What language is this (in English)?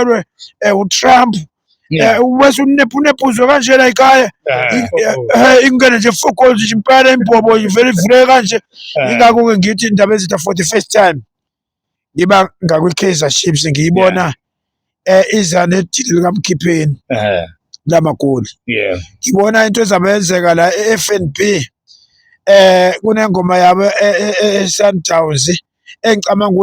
Zulu